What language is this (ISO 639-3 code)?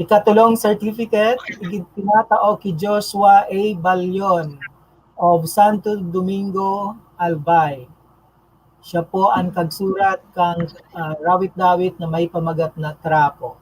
bik